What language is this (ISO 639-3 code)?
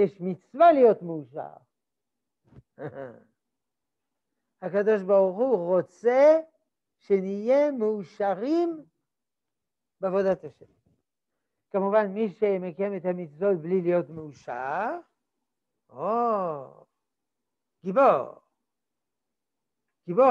heb